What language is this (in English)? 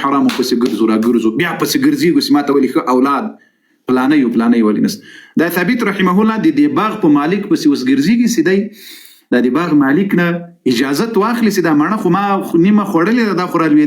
Pashto